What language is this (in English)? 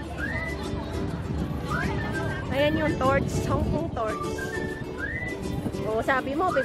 Filipino